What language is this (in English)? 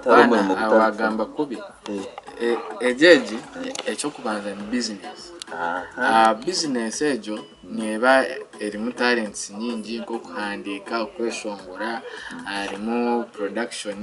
Nyankole